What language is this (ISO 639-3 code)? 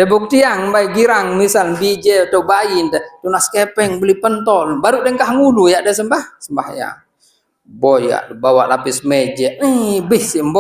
sas